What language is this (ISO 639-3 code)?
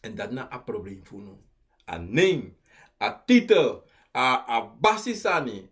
srn